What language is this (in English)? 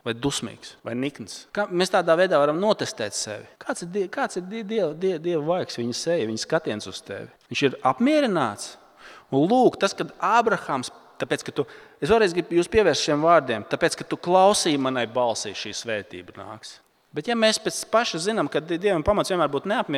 Latvian